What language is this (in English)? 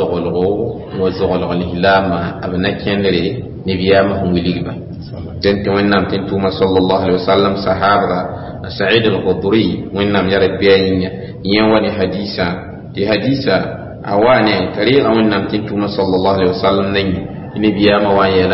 Mossi